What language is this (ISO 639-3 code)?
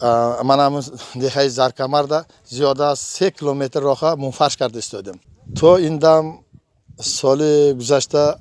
tgk